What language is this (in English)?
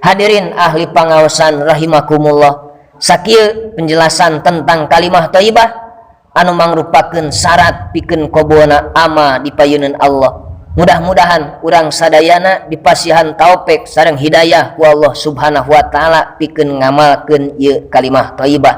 Sundanese